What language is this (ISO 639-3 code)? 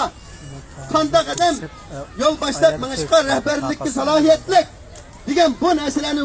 uig